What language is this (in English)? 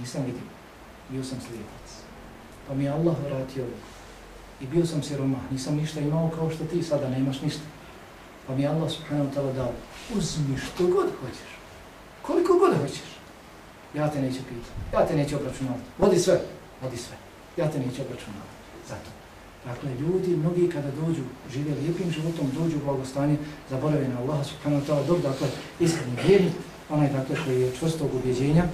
Bosnian